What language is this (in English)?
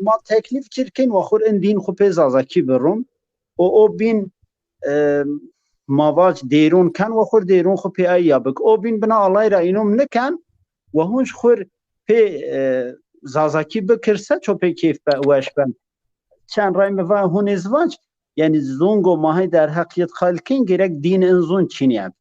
Zaza